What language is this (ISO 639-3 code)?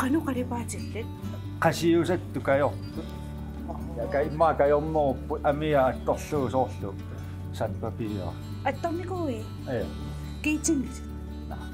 kal